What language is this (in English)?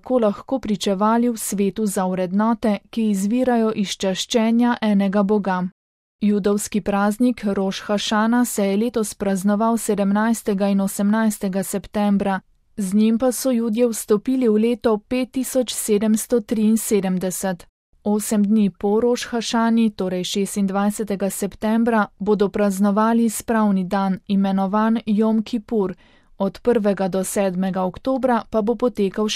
Slovenian